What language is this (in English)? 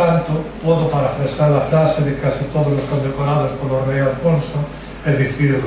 Galician